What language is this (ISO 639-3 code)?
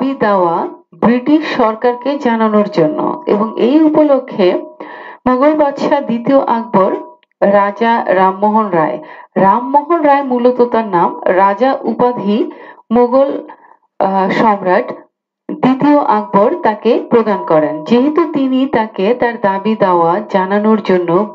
ben